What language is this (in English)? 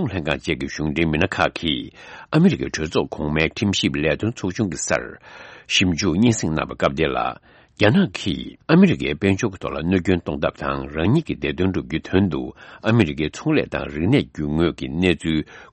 Tibetan